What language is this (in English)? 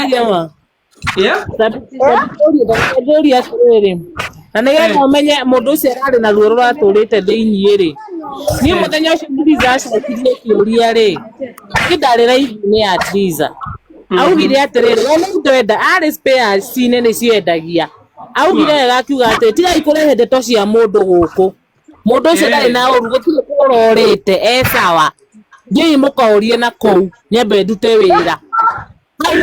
Kikuyu